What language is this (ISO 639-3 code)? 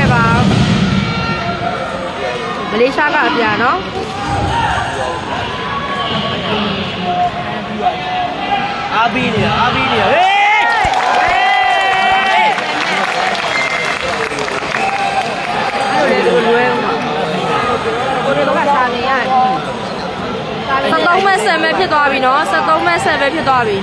mya